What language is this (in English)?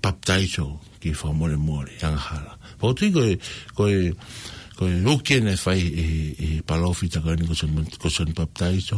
Tongan